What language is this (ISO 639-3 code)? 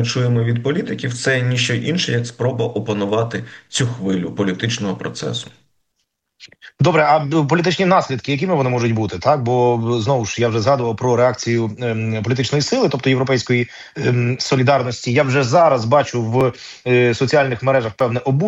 ukr